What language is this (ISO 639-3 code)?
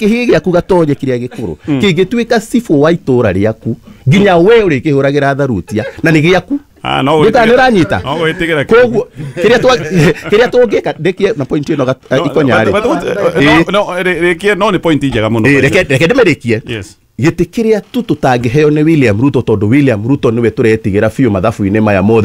kik